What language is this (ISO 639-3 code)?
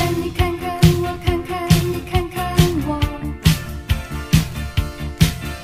zho